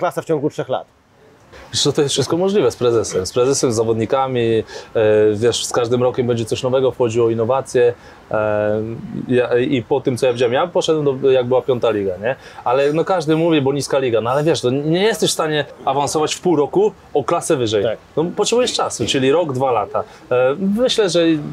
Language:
Polish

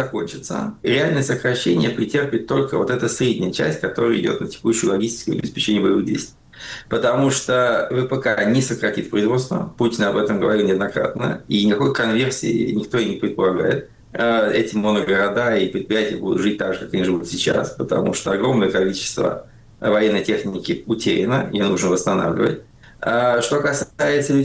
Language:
Russian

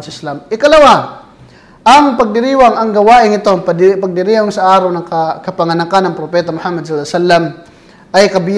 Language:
Filipino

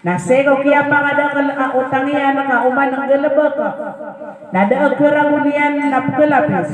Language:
Maranao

